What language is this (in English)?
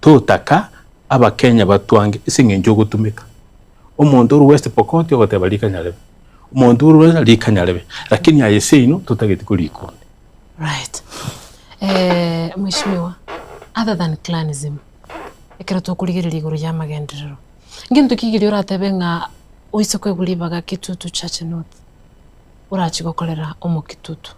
Gusii